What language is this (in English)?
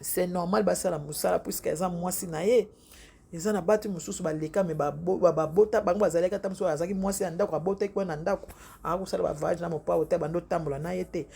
Lingala